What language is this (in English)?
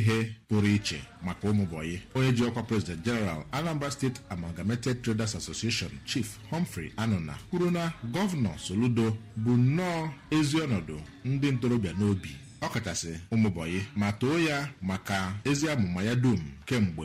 Igbo